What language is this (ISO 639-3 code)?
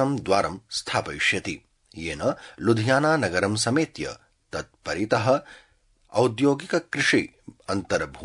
san